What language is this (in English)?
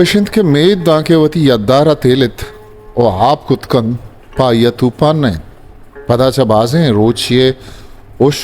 Eastern Balochi